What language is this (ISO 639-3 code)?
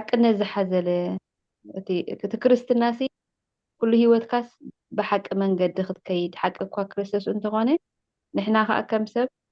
tir